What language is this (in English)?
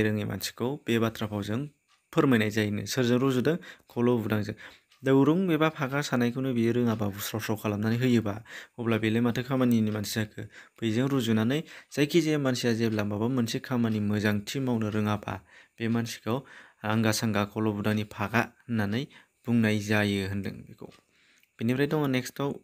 Bodo